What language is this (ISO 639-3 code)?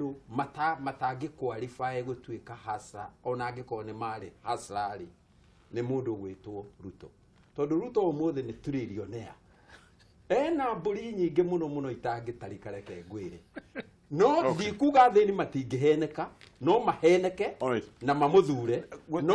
kik